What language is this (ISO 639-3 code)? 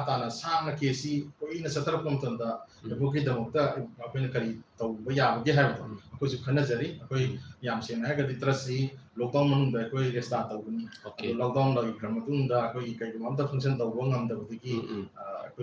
mni